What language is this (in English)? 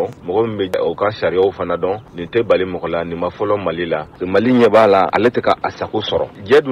Bambara